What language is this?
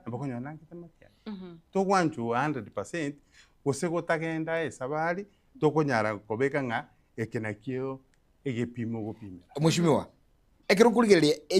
Gusii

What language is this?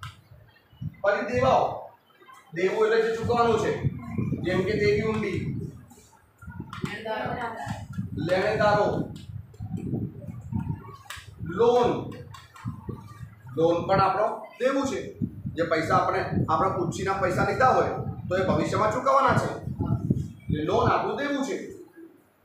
Gujarati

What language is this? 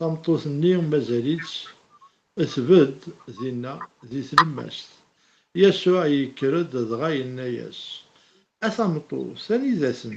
Kabyle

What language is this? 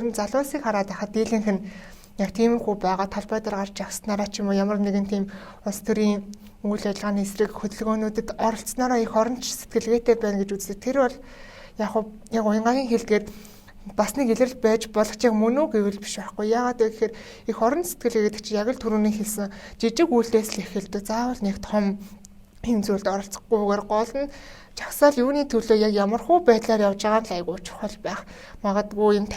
Mongolian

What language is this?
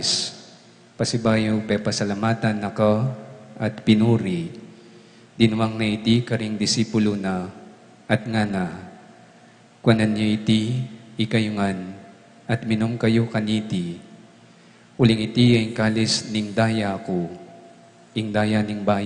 Pampanga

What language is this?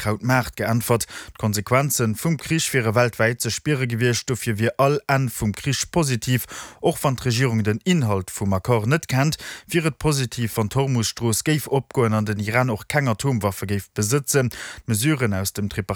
Luxembourgish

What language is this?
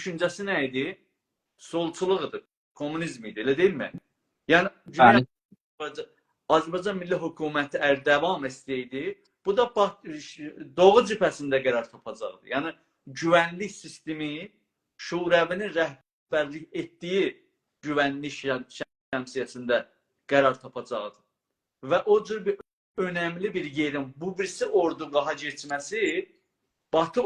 South Azerbaijani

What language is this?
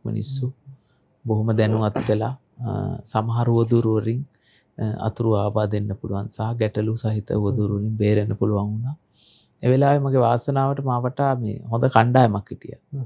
Sinhala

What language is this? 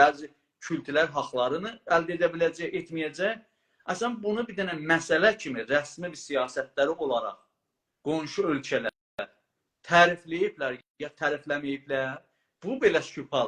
South Azerbaijani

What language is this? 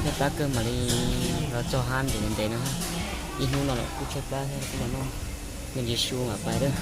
Hmong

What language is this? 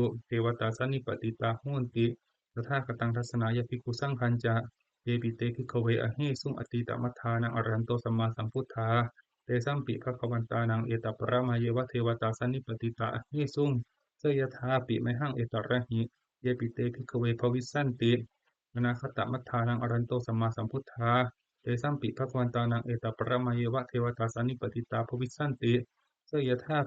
Pali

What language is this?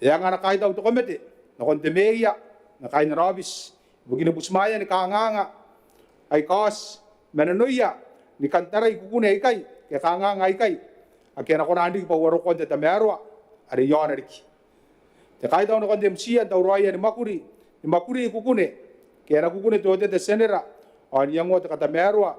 Gilbertese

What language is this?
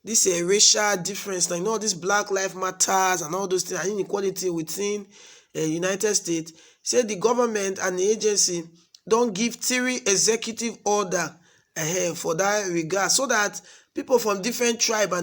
Nigerian Pidgin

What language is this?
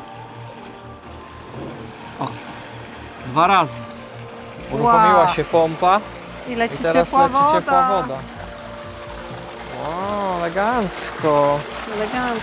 Polish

